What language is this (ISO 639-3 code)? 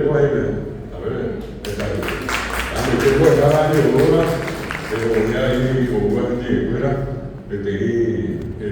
grn